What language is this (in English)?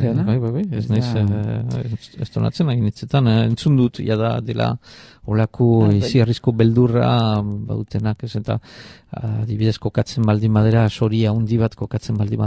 Basque